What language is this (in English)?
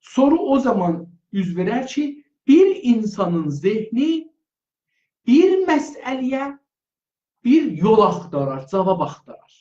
South Azerbaijani